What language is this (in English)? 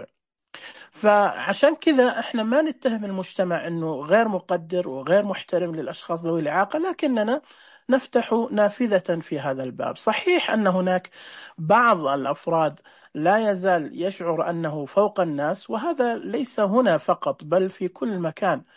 Najdi Arabic